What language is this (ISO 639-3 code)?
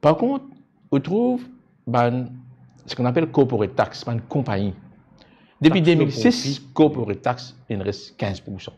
mfe